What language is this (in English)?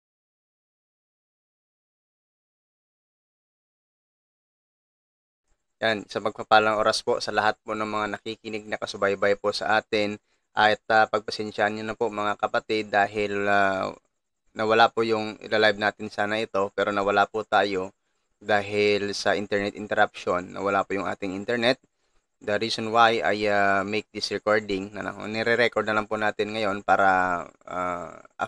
Filipino